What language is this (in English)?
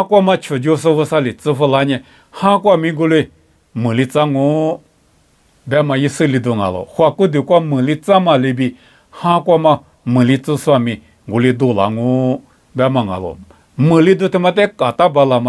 Lisu